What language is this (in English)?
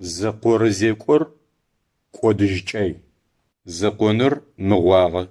Adyghe